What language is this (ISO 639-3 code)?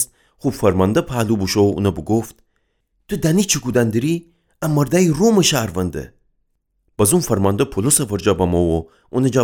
glk